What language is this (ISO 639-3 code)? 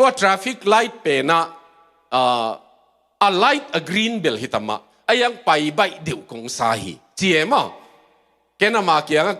ctd